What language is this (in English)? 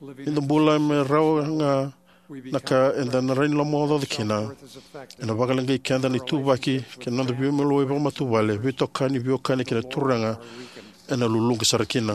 Fijian